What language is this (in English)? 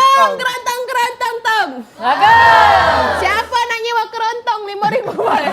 Musi